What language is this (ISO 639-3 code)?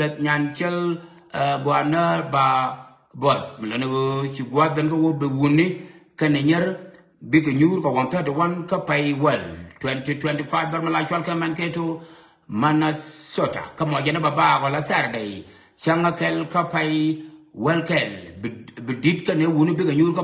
nus